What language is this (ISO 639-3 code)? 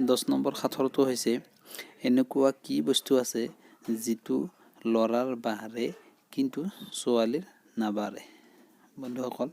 asm